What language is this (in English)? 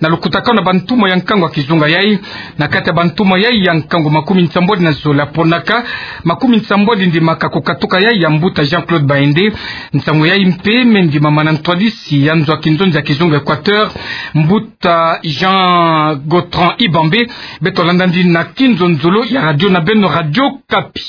Kituba (Democratic Republic of Congo)